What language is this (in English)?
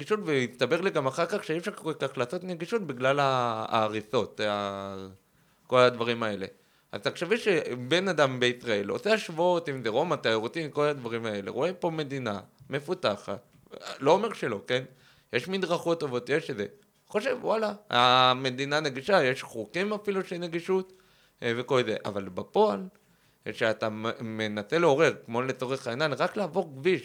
Hebrew